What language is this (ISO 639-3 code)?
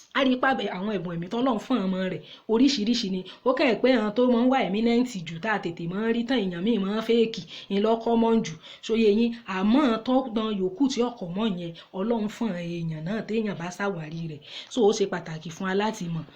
yor